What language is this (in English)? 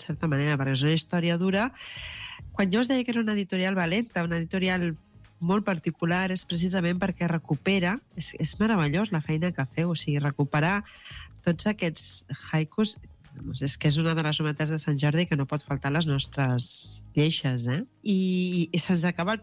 Catalan